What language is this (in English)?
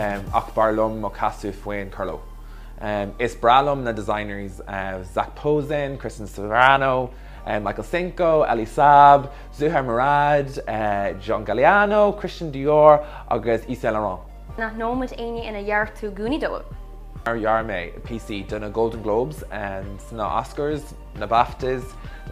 Irish